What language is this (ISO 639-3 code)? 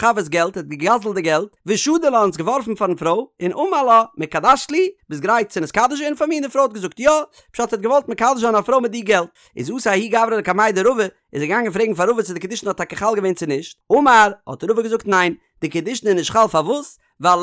yid